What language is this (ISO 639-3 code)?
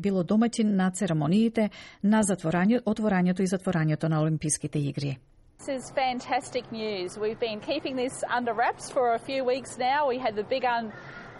mkd